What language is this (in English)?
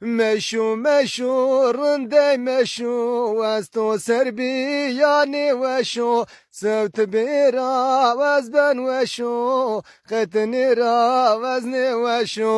Zaza